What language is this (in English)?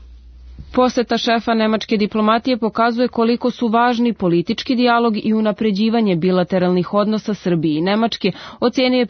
Serbian